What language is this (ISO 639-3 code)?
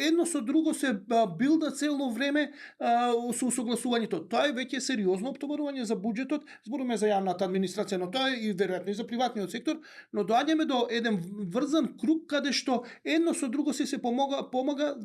mkd